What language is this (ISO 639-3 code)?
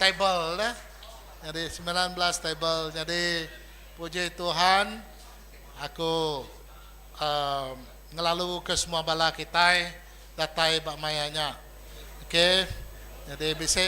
iba